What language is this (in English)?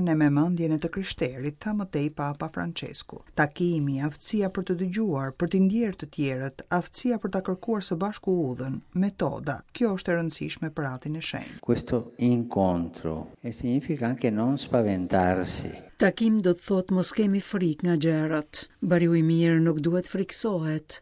Albanian